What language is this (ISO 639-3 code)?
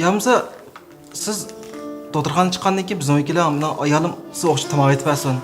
uig